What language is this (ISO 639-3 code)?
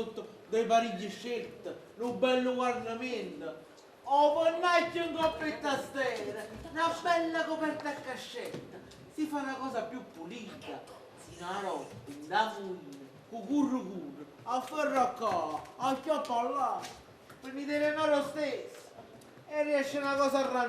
nap